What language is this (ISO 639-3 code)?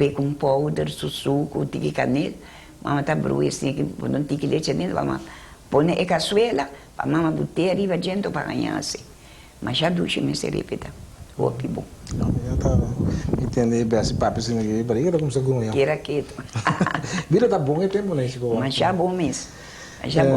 pap